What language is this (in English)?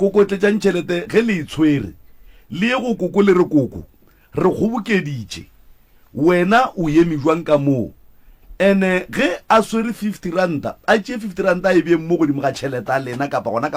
Northern Sotho